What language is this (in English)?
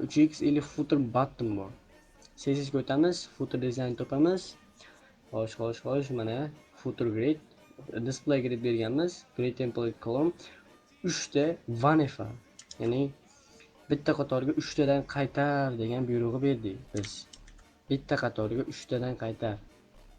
Uzbek